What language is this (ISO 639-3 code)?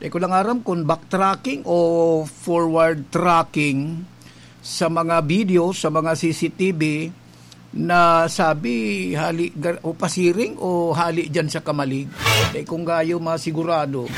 bik